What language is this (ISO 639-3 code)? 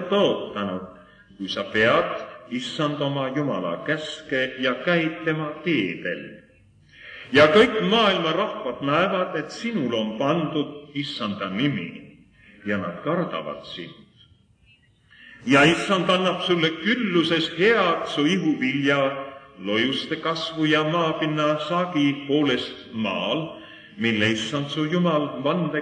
est